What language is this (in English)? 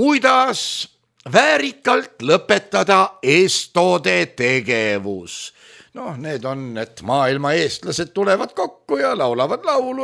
Estonian